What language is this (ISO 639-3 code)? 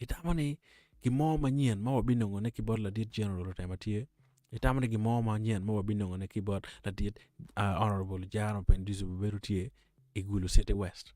ach